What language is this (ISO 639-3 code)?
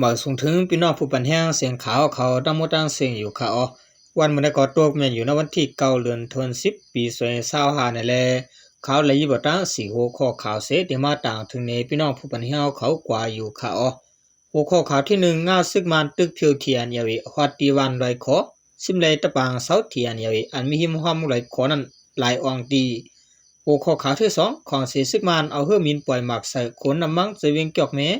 shn